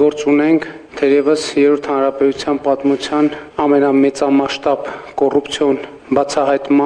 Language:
Armenian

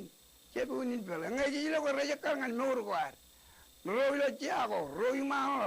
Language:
Marshallese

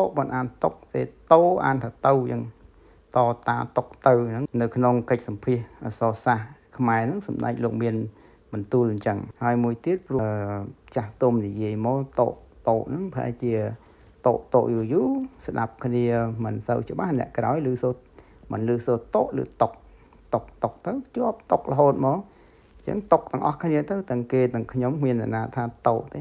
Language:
Khmer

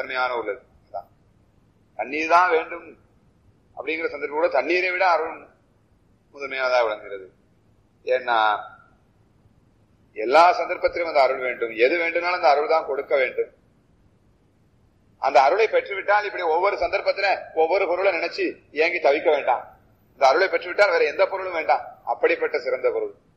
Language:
Tamil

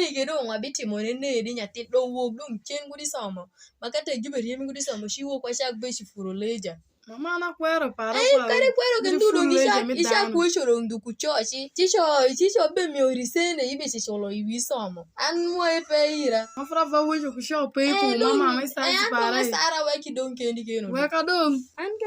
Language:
Alur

